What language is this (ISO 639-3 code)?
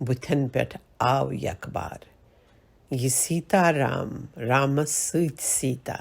kas